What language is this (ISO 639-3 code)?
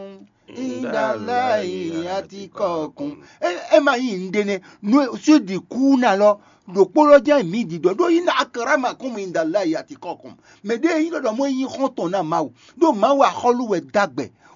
fon